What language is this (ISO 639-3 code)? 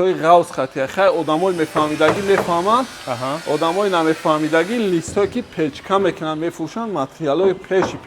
tgk